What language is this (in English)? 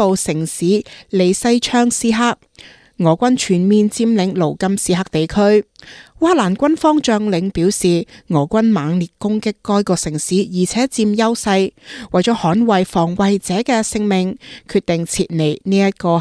Cantonese